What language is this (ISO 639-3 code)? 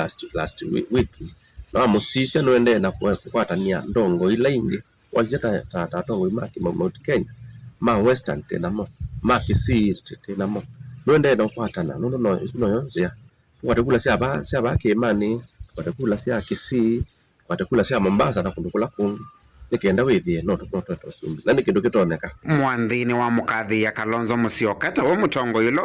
kam